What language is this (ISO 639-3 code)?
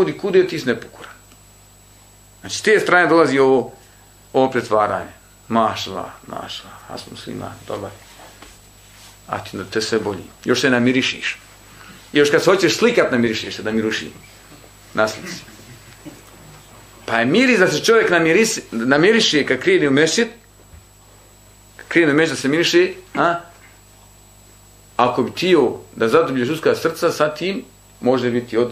bos